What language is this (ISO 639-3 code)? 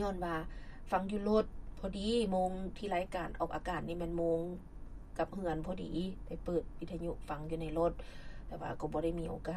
lao